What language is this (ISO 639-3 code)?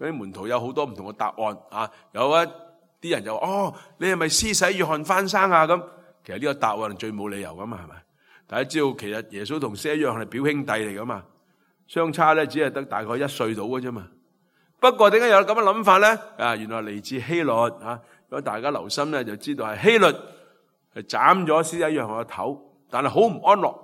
yue